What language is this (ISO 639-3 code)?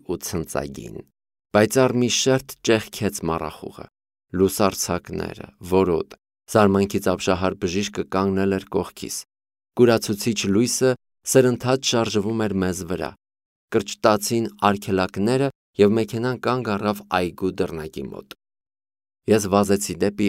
hye